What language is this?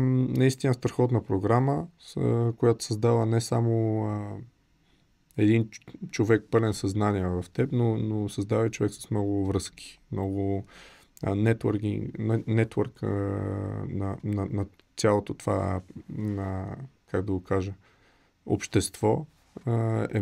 Bulgarian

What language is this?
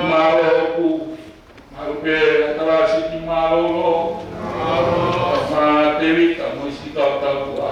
Tongan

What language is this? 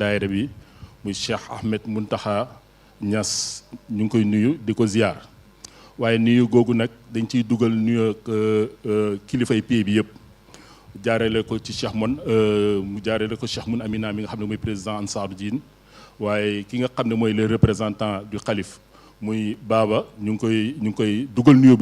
Wolof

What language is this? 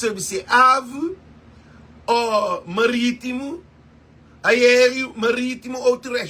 Kabuverdianu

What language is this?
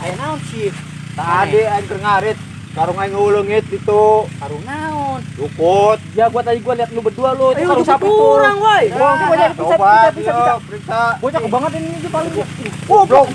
Sundanese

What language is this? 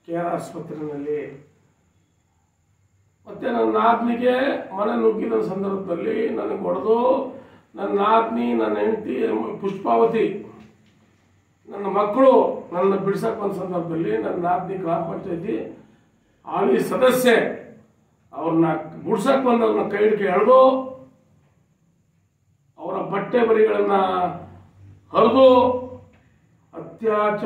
Kannada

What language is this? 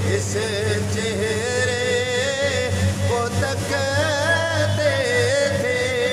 Urdu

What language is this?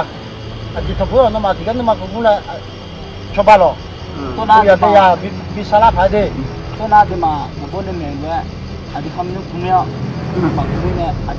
Akha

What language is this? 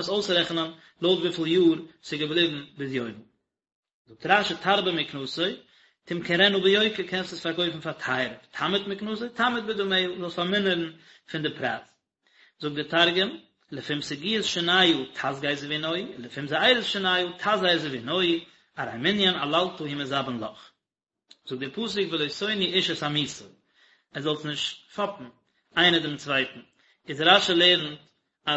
Yiddish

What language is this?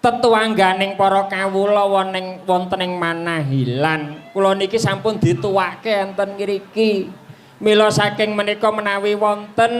Javanese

